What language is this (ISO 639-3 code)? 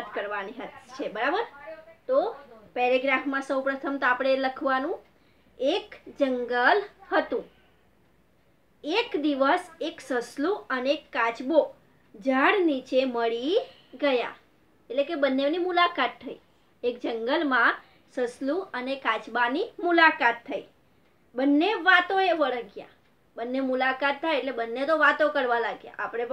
guj